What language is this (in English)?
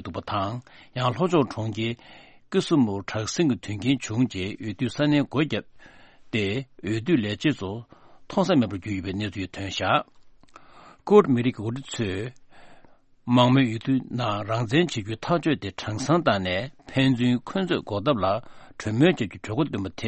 Tibetan